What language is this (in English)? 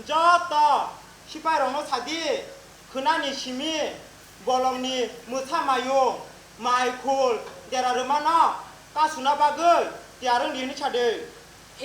Kok Borok